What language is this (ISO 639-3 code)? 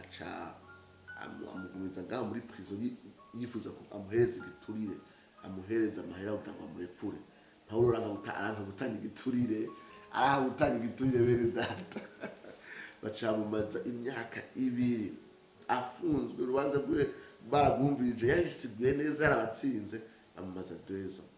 run